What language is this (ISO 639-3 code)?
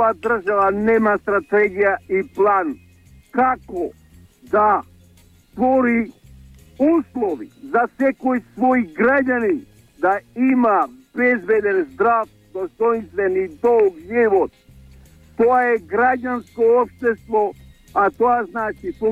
mkd